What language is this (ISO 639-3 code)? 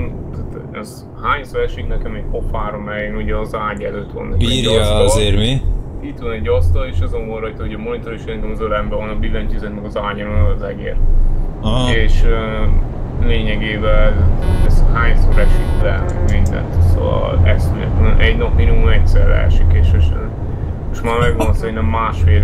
hun